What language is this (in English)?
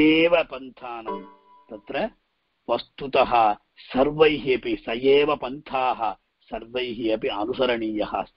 Sanskrit